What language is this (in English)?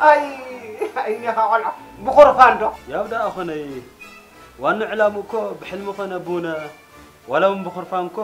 Tigrinya